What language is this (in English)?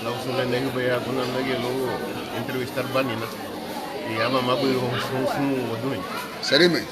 Garifuna